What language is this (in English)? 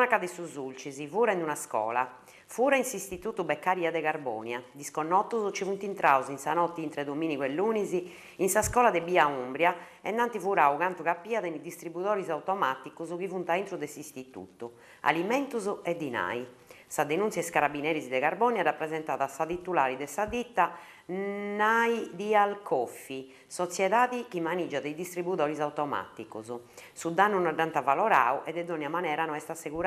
Sardinian